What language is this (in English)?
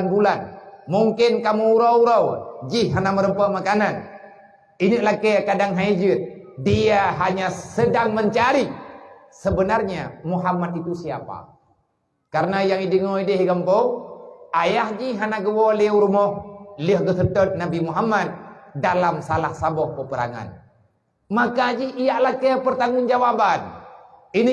Achinese